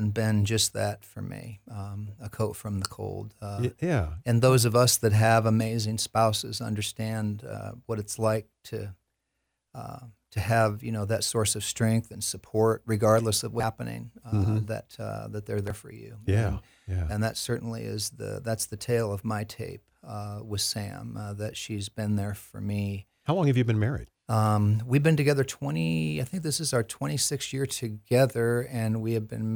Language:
English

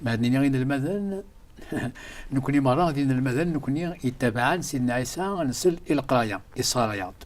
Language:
Kabyle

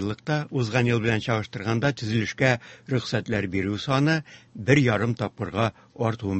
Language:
Tatar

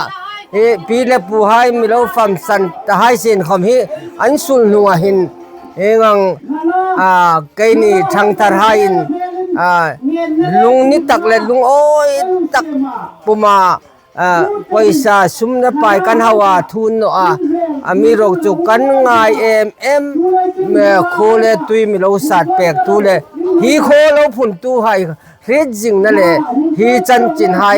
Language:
Hmar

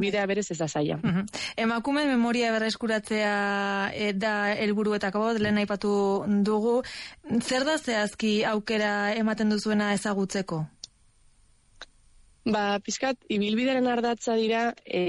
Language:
Basque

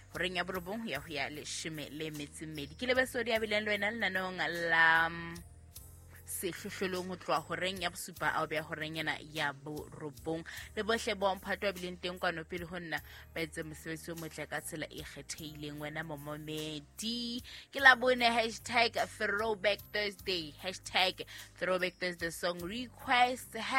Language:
Southern Sotho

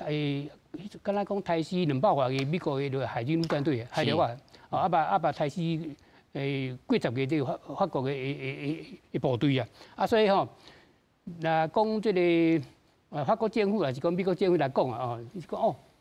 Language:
Min Nan Chinese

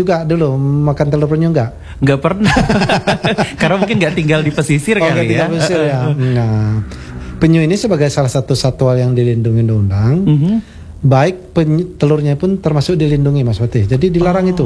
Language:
Indonesian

